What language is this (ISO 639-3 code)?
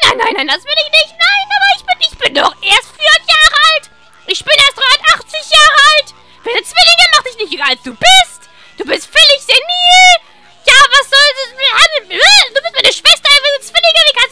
deu